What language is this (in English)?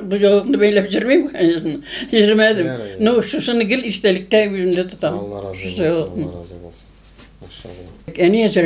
Tatar